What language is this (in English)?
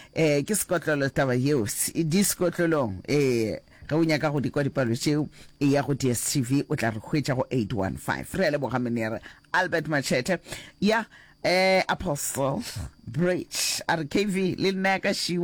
Northern Sotho